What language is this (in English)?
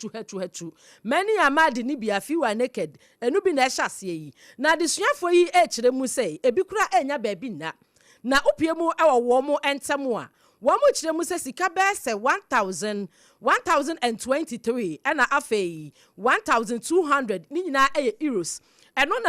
Akan